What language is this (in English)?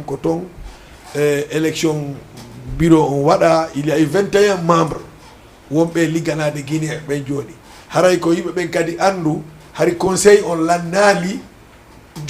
Fula